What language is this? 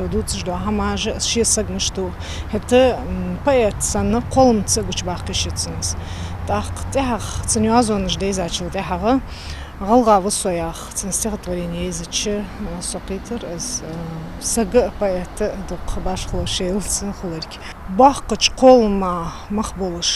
Ingush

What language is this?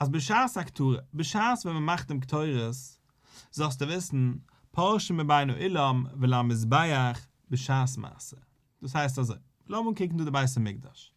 Yiddish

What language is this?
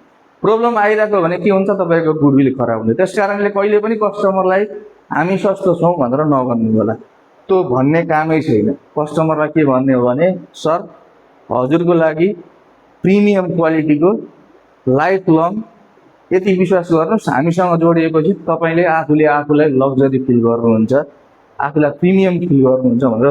Nepali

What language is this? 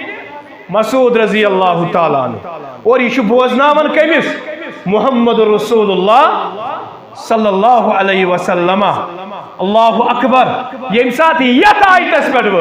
Kashmiri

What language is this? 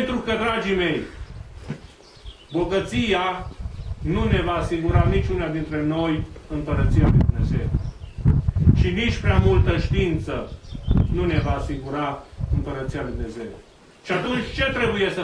Romanian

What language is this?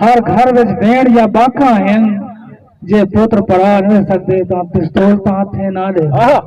Saraiki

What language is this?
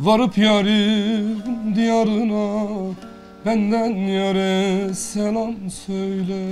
Zaza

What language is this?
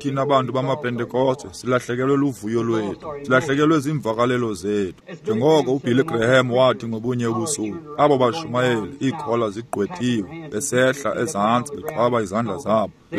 Xhosa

